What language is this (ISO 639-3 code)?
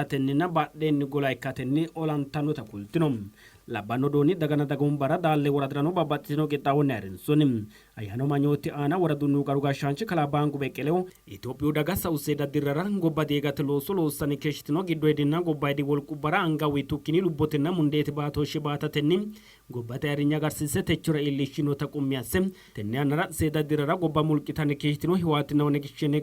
sid